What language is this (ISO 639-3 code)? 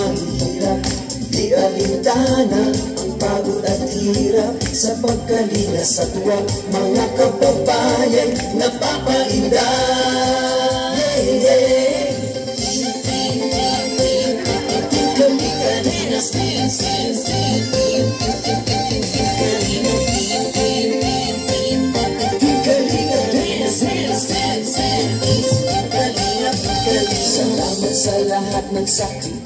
fil